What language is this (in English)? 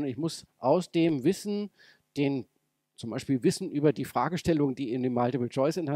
German